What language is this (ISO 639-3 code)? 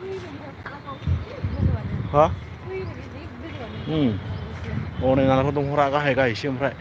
brx